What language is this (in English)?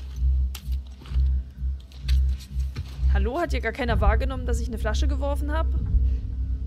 German